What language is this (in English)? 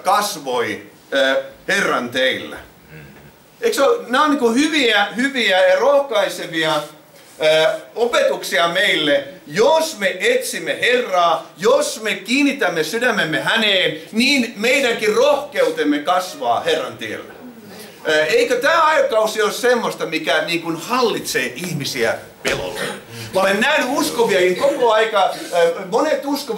Finnish